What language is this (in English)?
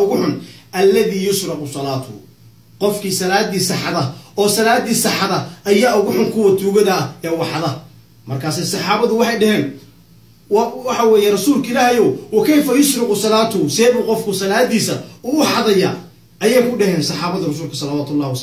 Somali